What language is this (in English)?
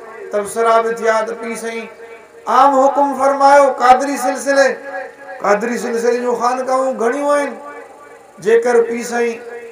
Sindhi